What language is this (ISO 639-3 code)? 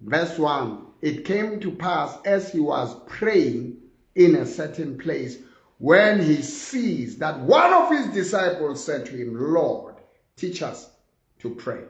sot